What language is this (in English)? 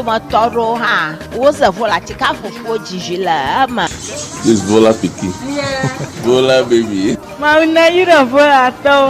Ewe